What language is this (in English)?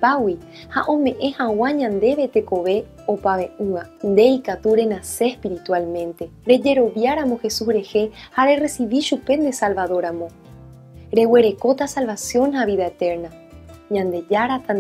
Guarani